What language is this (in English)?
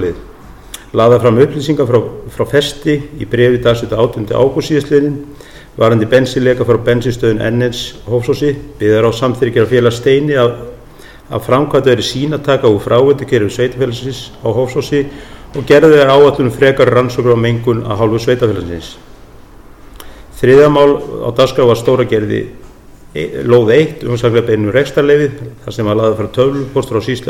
Icelandic